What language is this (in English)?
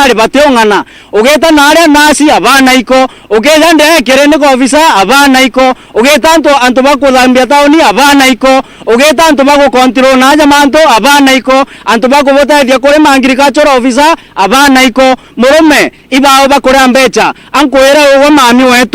Meru